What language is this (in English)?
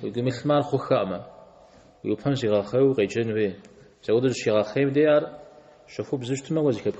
Kabardian